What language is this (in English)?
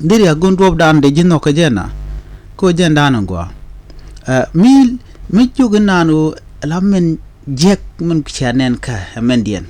Nuer